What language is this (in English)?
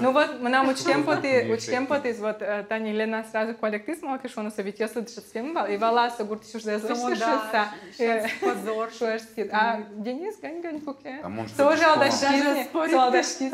Udmurt